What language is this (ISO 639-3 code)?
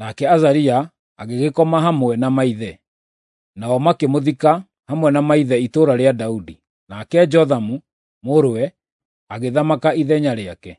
kik